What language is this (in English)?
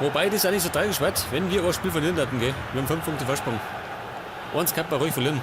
Bavarian